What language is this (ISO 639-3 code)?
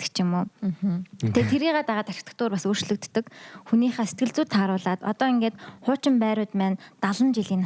mon